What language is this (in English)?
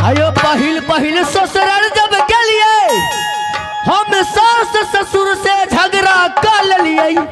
Maithili